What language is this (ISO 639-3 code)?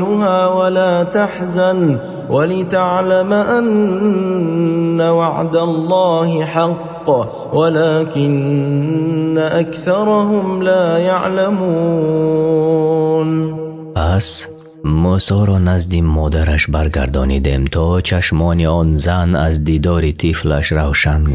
tgk